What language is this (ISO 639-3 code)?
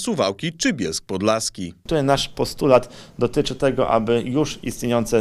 pol